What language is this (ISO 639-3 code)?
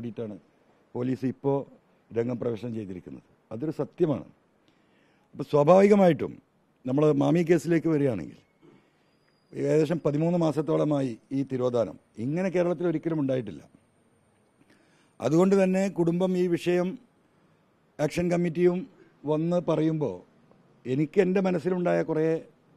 mal